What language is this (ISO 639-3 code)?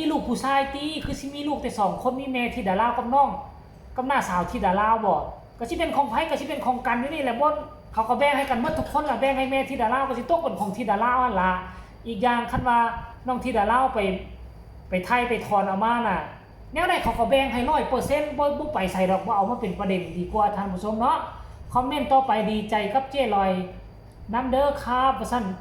tts